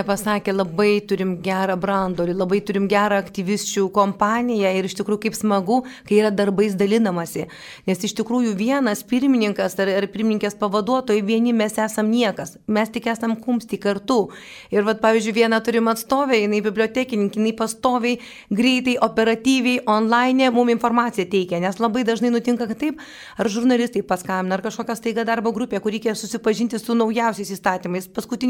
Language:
Lithuanian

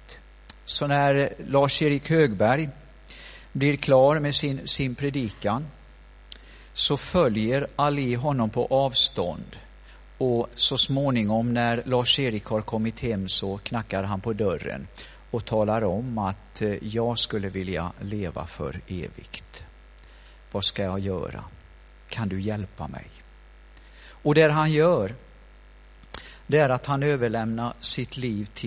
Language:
Swedish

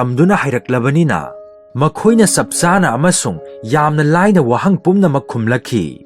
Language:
Manipuri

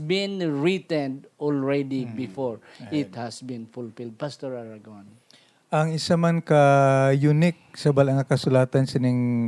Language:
Hiligaynon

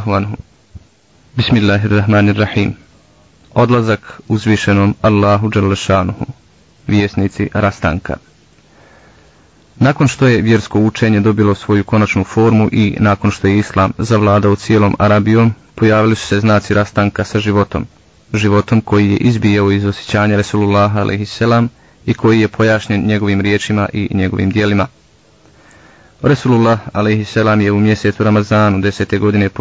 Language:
Bosnian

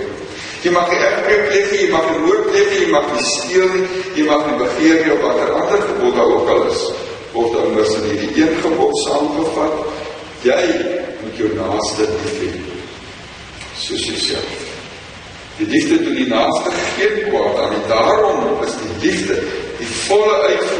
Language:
Afrikaans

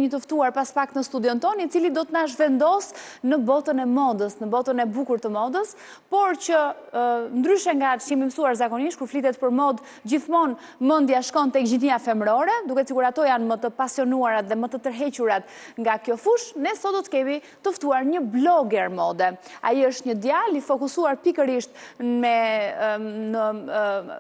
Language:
Albanian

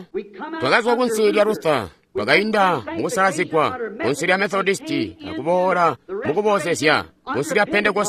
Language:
Tonga (Zambia)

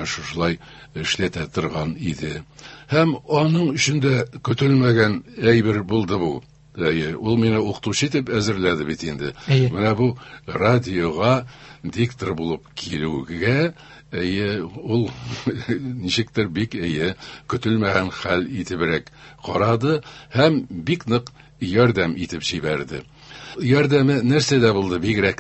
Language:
Tatar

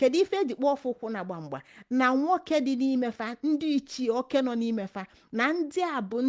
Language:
Igbo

